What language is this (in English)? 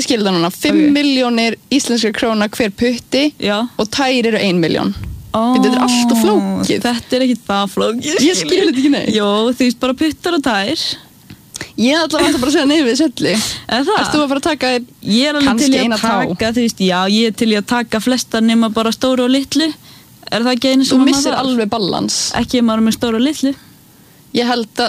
Icelandic